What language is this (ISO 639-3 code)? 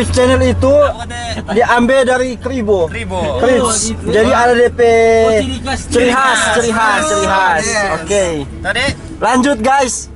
xmm